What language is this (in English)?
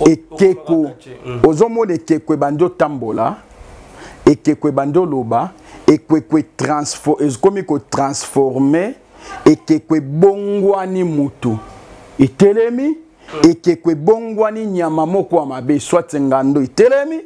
Lingala